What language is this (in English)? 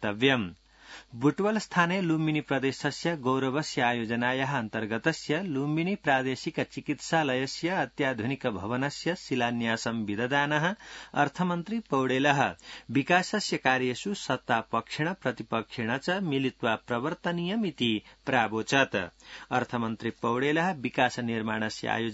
Sanskrit